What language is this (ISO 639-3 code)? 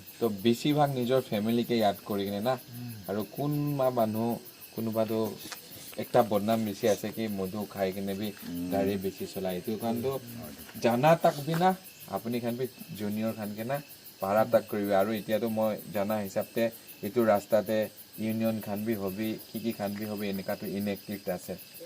nag